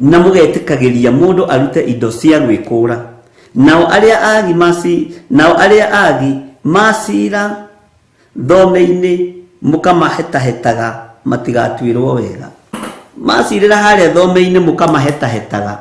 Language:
Kikuyu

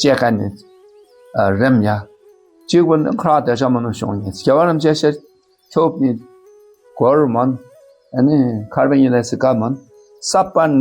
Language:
Dakpakha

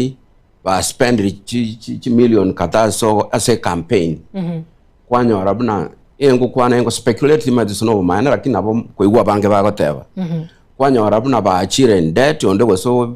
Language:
Gusii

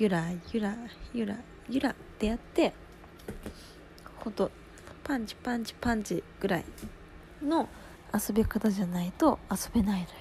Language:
Japanese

